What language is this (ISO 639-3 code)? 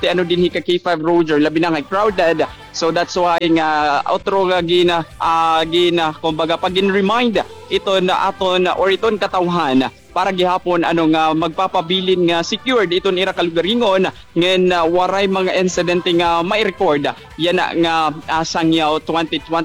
war